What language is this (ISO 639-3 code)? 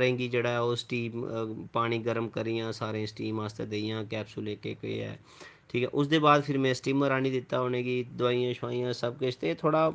doi